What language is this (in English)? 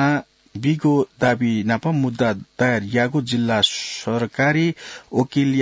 Newari